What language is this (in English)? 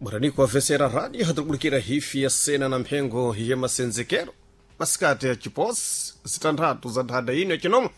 Sena